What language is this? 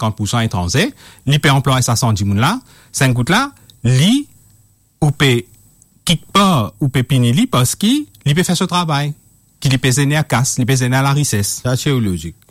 Morisyen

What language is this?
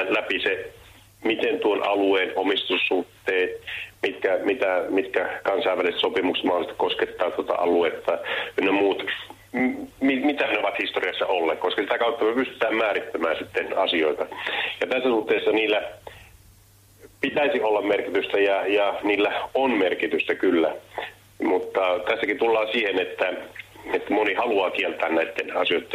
Finnish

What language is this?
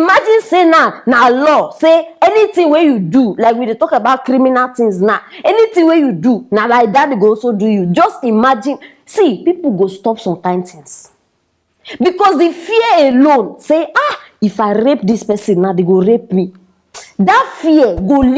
Nigerian Pidgin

